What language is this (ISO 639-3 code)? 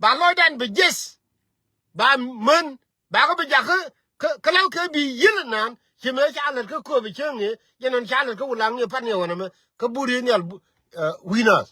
nus